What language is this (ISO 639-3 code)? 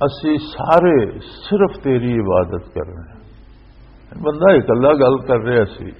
lah